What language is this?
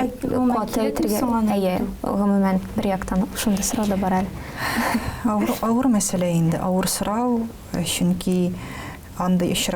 Tatar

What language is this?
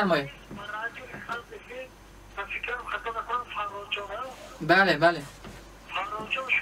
Tajik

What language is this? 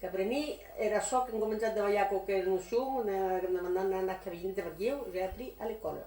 Occitan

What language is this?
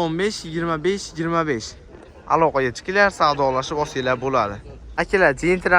Uzbek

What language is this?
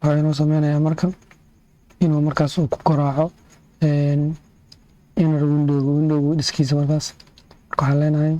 Somali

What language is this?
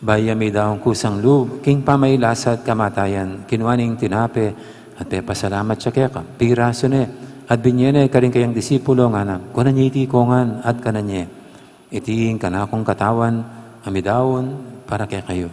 Pampanga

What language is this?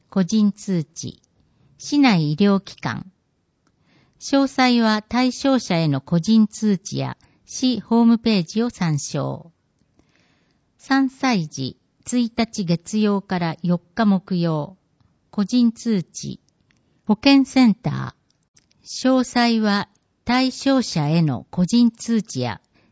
Japanese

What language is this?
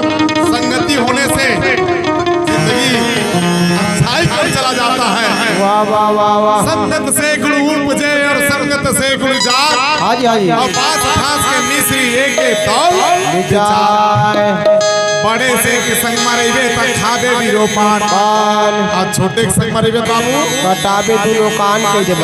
Chhattisgarhi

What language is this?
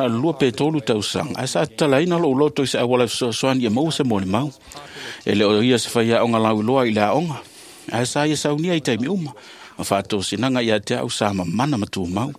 Samoan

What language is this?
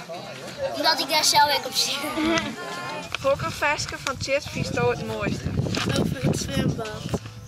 Western Frisian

